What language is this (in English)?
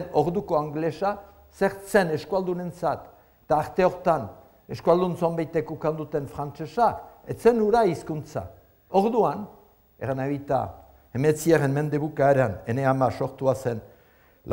Basque